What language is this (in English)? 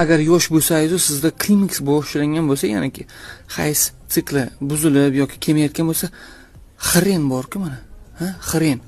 Uzbek